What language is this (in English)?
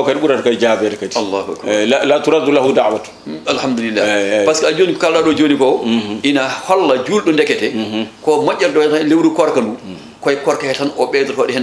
Fula